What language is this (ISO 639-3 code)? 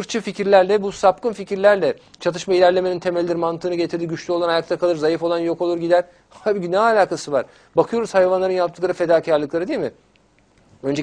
tur